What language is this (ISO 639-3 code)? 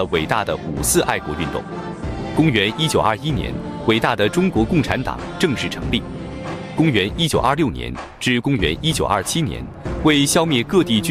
zho